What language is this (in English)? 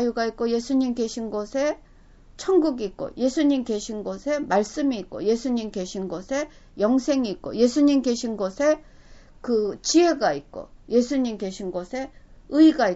Korean